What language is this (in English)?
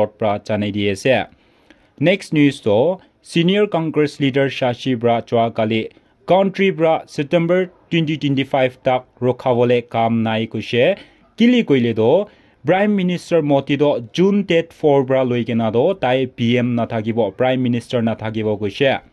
Naga Pidgin